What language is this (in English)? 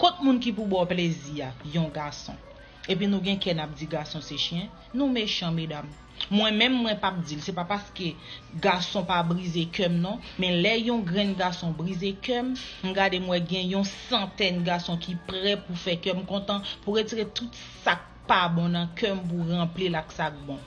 Haitian Creole